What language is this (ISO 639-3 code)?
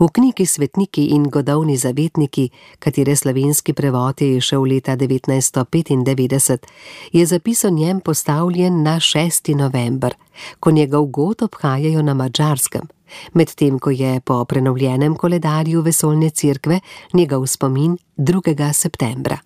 slv